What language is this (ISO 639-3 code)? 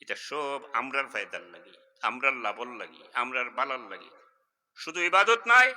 syl